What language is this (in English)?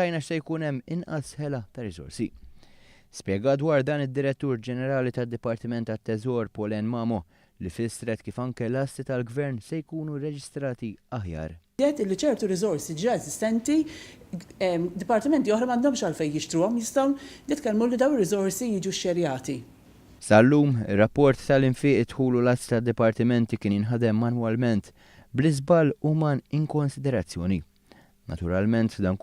Maltese